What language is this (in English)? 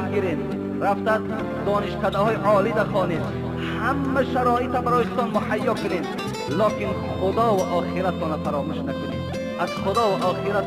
Tajik